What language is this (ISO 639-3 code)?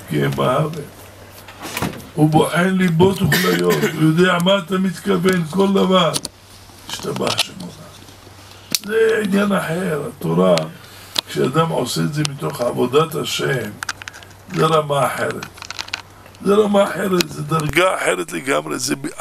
heb